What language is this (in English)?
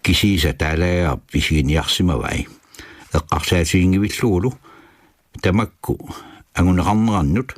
Kalaallisut